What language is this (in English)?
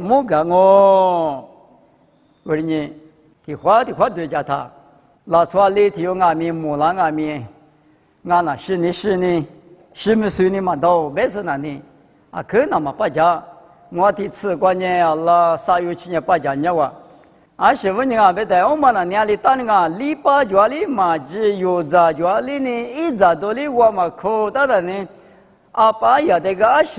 Lisu